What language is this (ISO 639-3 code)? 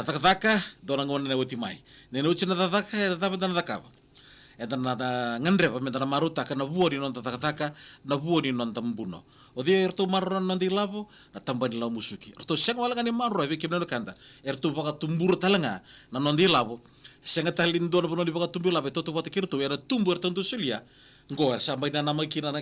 fij